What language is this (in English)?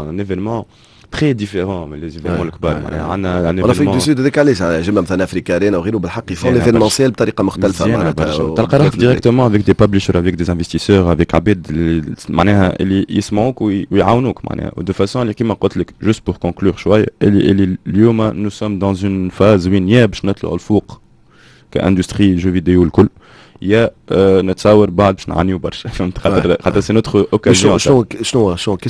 Tunisian Arabic